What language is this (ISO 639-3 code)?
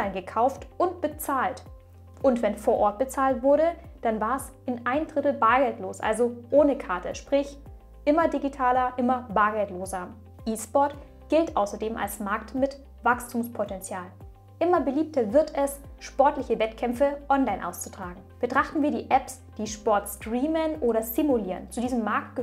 deu